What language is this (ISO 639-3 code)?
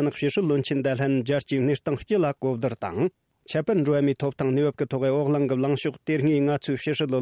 bod